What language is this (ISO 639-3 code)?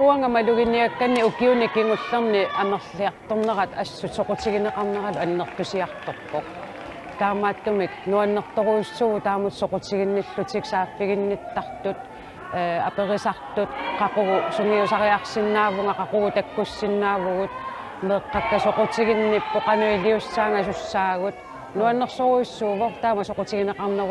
kal